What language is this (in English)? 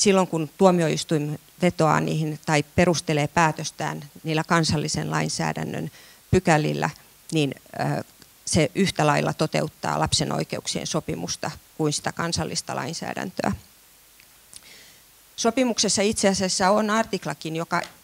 Finnish